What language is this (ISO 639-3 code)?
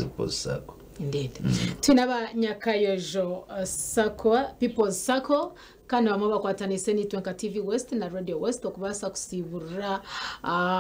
nyn